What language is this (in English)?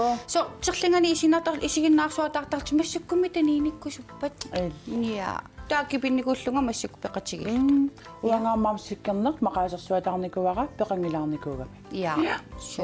Kalaallisut